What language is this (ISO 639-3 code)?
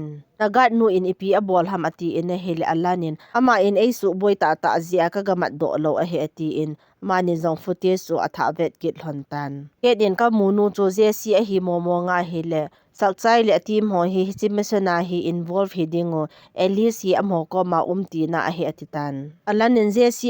tcz